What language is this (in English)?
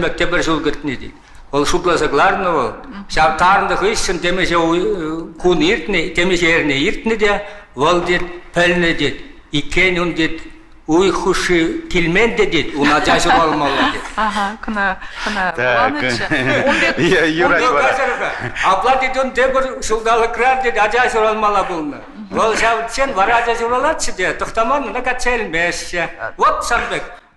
Chuvash